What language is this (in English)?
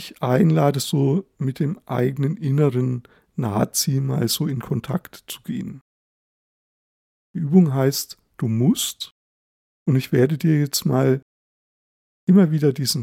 German